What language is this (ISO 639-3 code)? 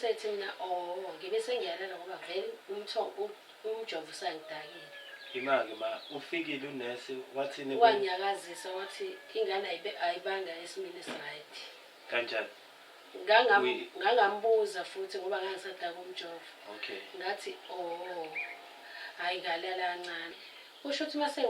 zul